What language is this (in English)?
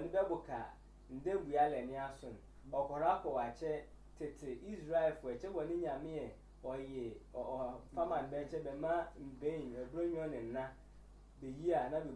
Sehwi